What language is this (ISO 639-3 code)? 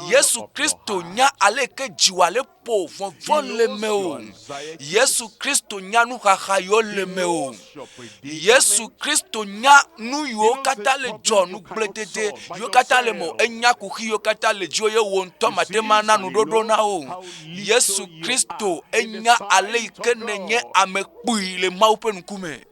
ewe